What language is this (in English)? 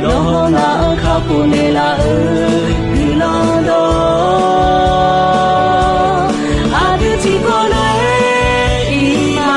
Akha